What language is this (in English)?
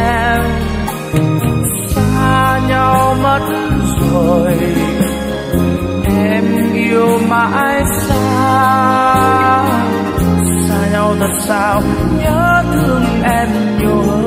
Vietnamese